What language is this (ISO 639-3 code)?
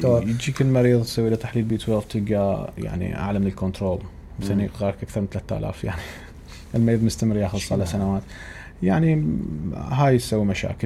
acm